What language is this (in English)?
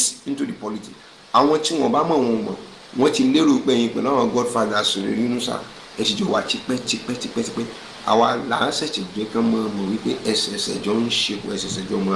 Yoruba